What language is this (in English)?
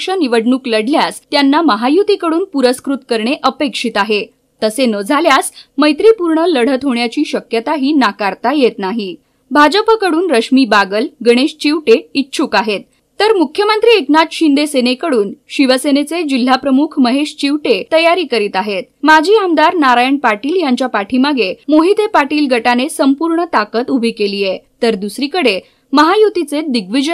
Marathi